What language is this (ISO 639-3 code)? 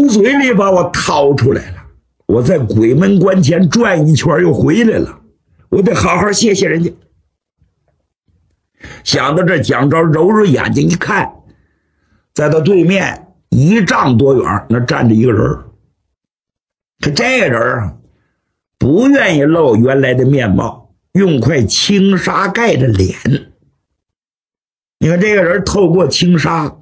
zho